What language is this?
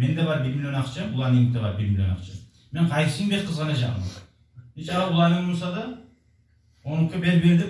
Kumyk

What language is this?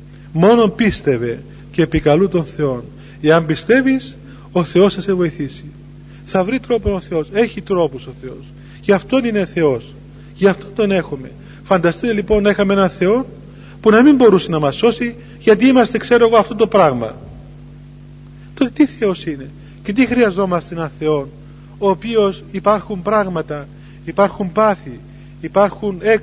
Greek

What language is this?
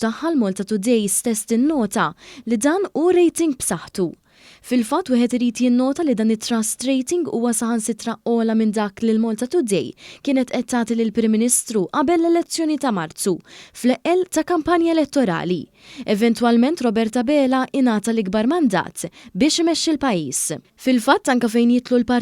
Maltese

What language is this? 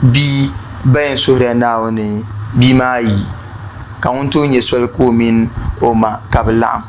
Dagbani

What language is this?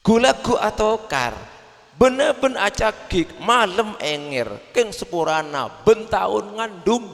Madurese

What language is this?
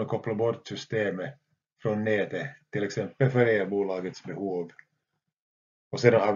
Swedish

